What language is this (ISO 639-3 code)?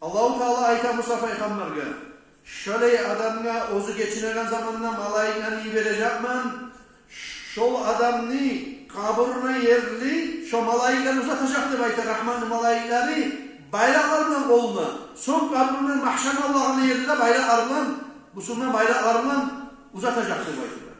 kum